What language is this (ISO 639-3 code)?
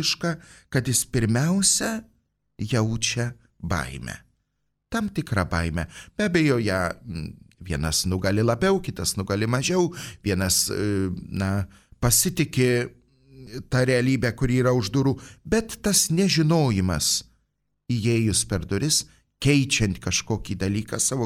lit